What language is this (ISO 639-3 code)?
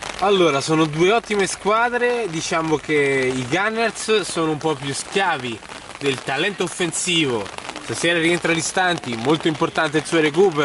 ita